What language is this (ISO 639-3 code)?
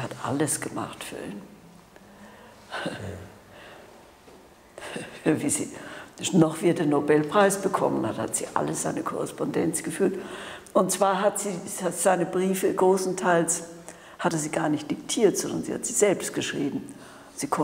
deu